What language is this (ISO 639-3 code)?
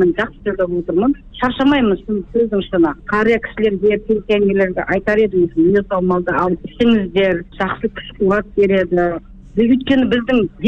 kaz